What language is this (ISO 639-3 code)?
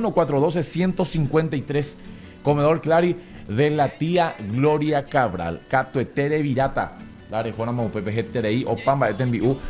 grn